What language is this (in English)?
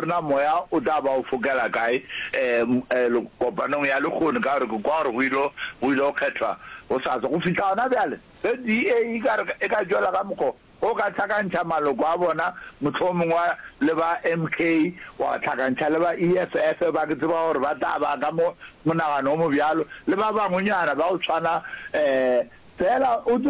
Northern Sotho